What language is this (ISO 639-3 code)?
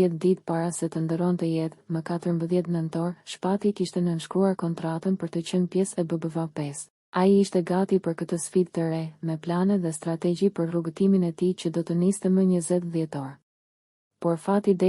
sqi